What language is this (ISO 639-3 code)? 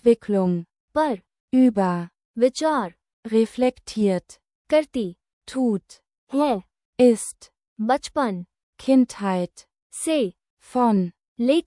hin